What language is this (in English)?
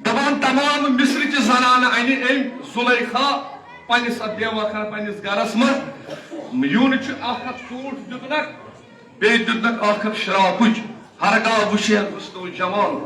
Kashmiri